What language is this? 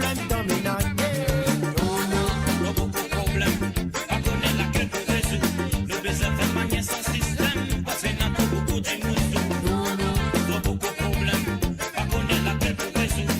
Morisyen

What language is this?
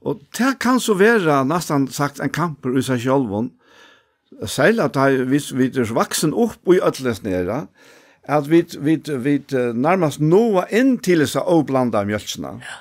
Faroese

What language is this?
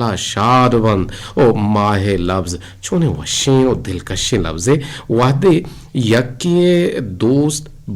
Eastern Balochi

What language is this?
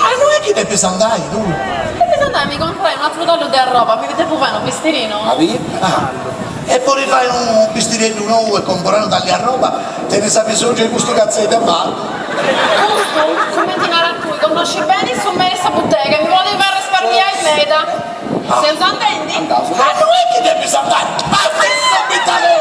Sardinian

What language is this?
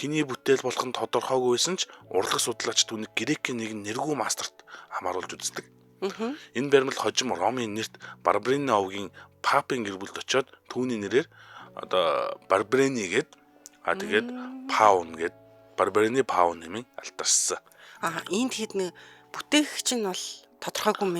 Mongolian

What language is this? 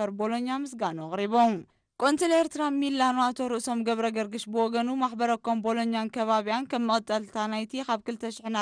Tigrinya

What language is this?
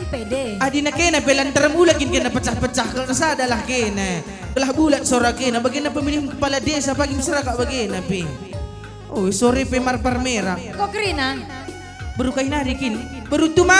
Batak Karo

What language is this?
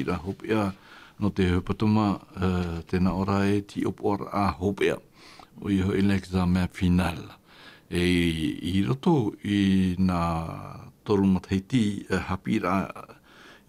Tahitian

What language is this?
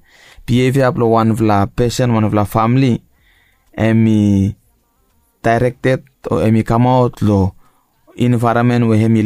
Bislama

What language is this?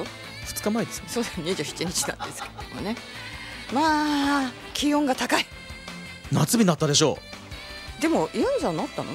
Japanese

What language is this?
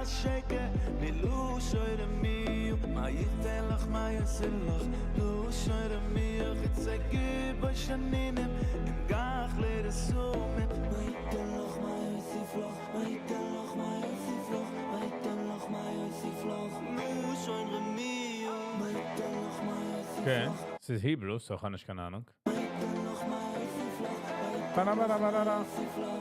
Yiddish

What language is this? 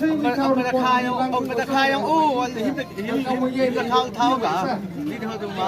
Khasi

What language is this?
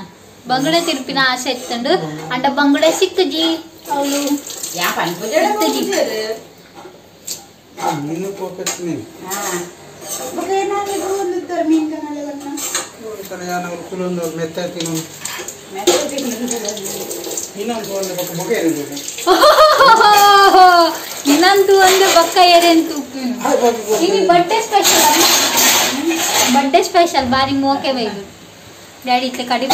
Tulu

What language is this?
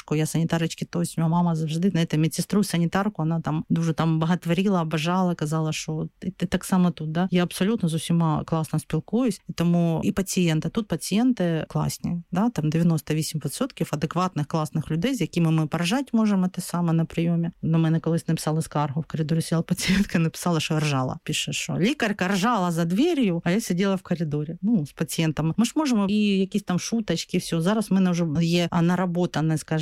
Ukrainian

